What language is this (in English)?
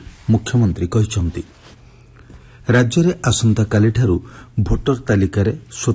Odia